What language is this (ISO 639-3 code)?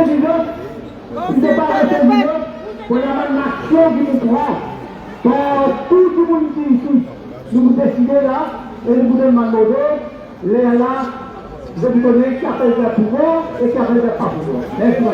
mfe